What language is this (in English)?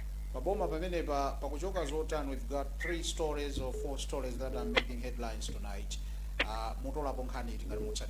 Nyanja